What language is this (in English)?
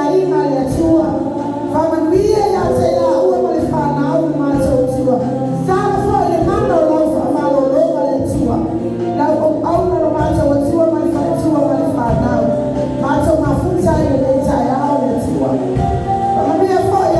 Samoan